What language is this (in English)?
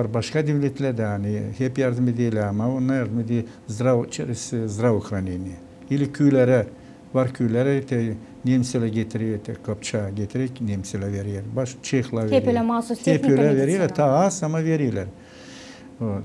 Gagauz